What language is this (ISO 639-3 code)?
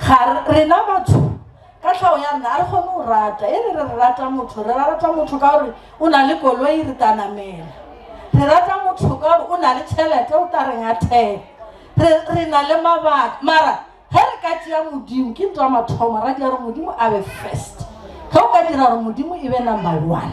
nso